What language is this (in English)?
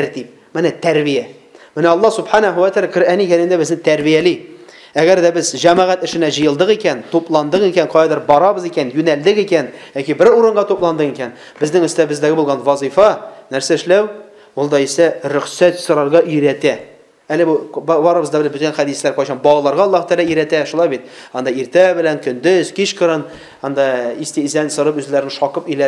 Tatar